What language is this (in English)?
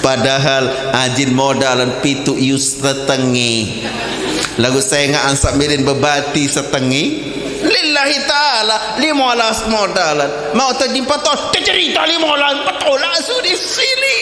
Sasak